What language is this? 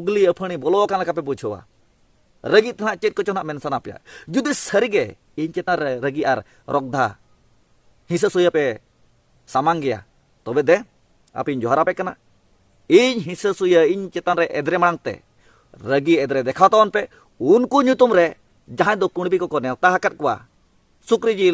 Santali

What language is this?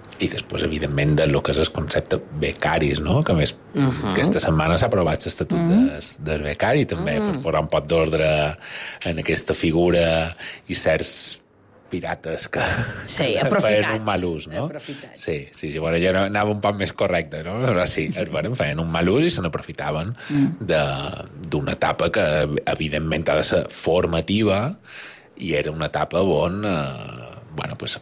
Catalan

